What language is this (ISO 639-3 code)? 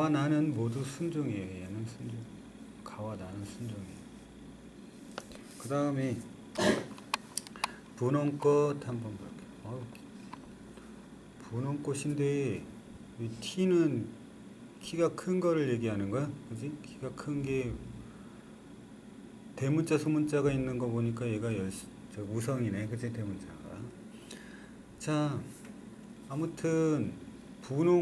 kor